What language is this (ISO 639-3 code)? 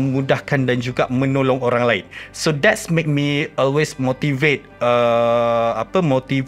msa